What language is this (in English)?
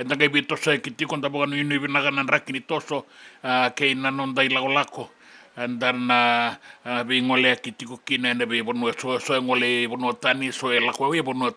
Fijian